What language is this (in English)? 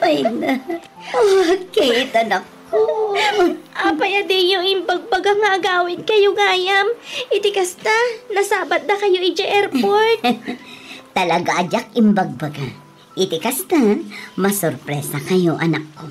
Iloko